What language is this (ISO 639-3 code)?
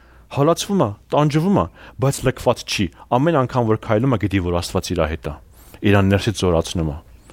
hye